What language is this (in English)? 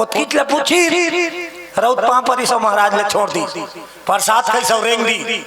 Chhattisgarhi